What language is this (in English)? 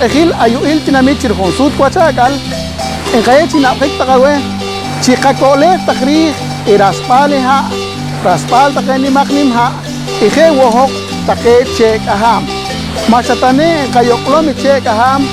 Poqomchi'